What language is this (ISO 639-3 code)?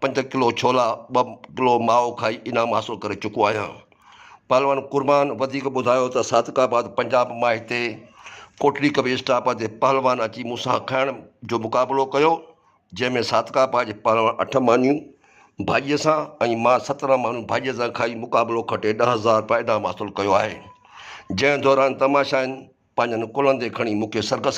snd